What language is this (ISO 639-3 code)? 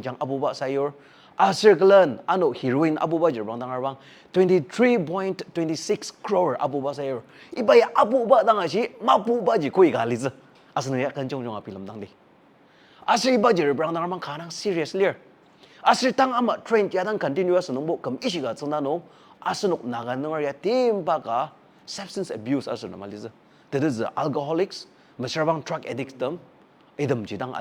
njo